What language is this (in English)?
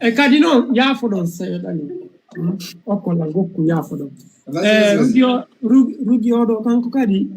Fula